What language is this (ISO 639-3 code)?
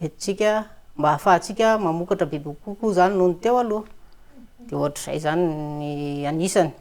mlg